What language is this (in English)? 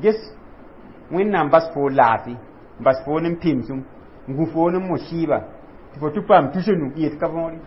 Mossi